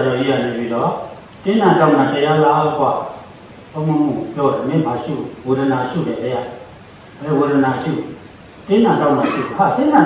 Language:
Burmese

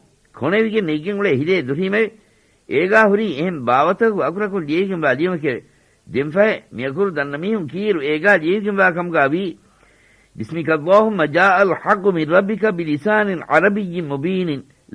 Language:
Divehi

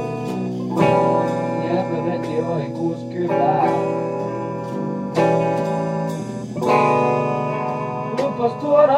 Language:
Finnish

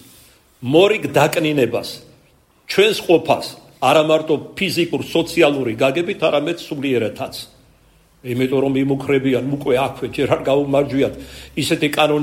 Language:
Georgian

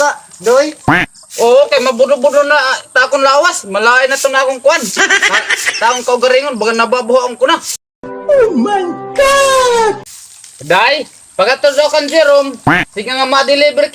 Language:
Waray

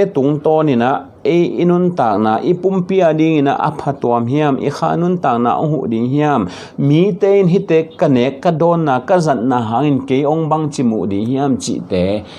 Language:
Tedim Chin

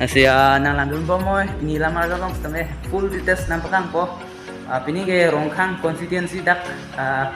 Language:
Karbi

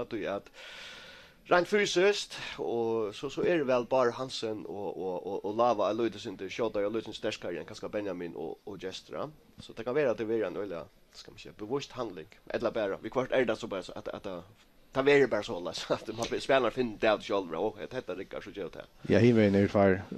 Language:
Faroese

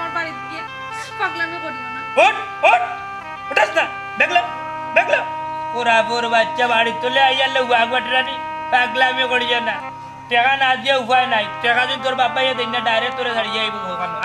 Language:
Sylheti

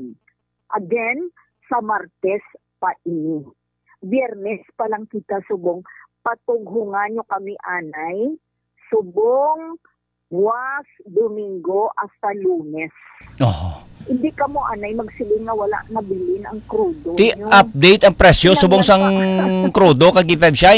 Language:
Hiligaynon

